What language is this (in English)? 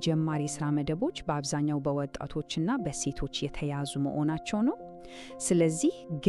Amharic